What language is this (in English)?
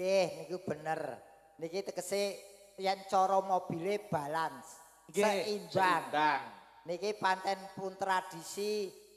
Javanese